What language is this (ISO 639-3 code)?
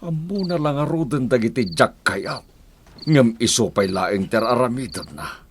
ilo